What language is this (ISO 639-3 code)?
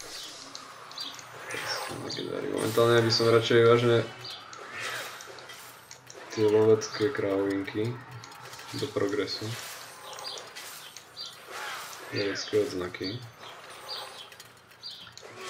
slk